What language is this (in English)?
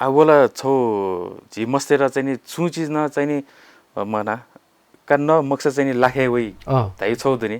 Newari